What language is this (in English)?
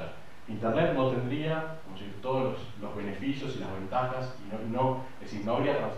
Spanish